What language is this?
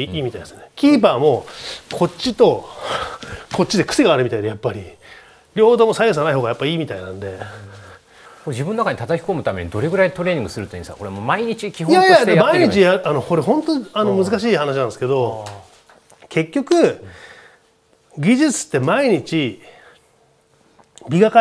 Japanese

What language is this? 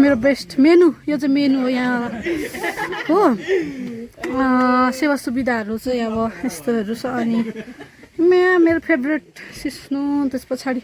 Nepali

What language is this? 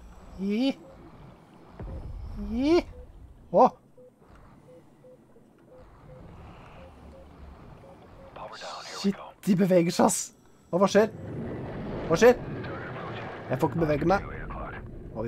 Norwegian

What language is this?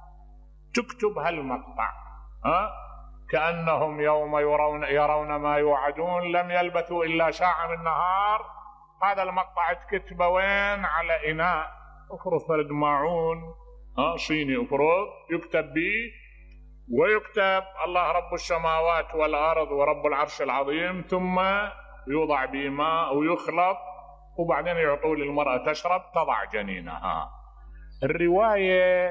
Mesopotamian Arabic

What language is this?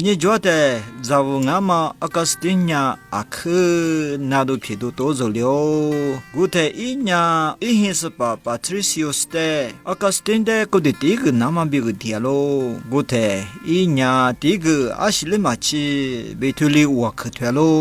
Lisu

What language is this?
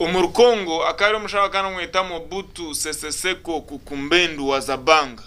Nyankole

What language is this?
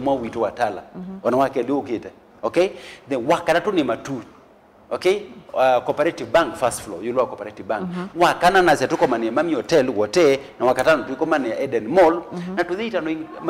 Kamba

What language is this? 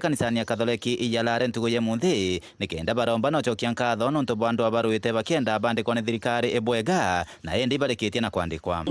Meru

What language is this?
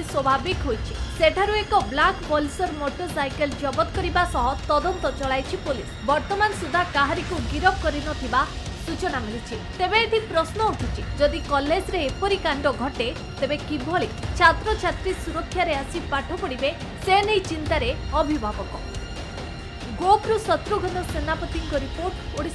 Odia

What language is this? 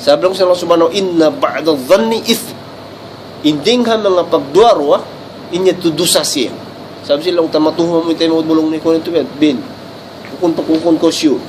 Tausug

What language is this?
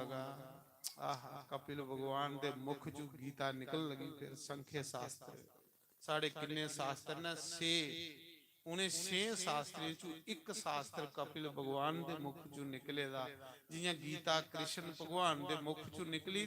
Dogri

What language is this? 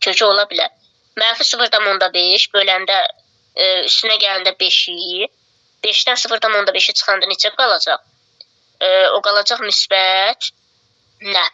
Azerbaijani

